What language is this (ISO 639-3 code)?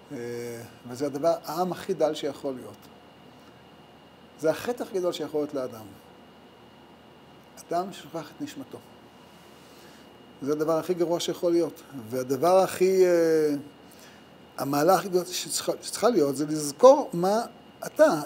heb